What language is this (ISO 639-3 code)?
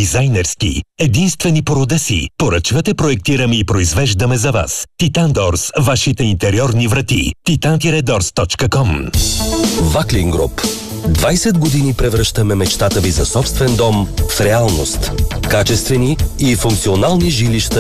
bul